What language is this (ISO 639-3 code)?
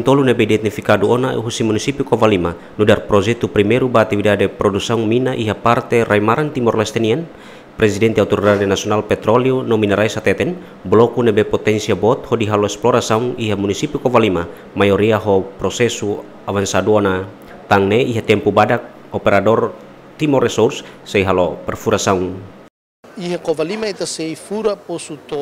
tet